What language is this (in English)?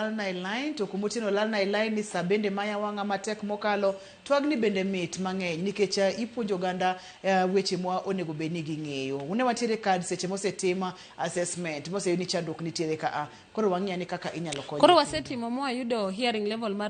Luo (Kenya and Tanzania)